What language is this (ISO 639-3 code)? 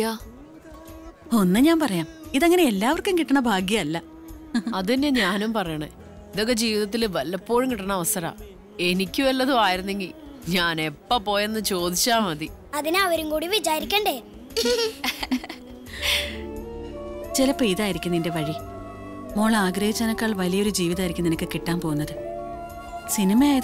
mal